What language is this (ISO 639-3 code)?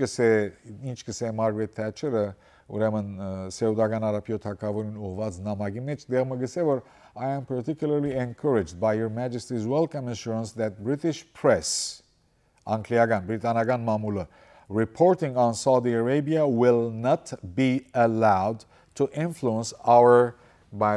hyw